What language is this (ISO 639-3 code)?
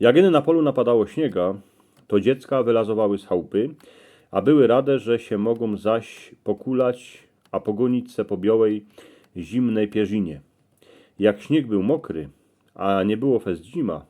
szl